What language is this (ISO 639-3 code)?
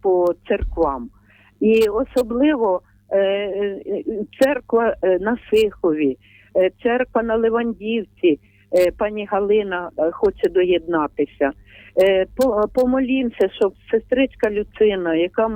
ukr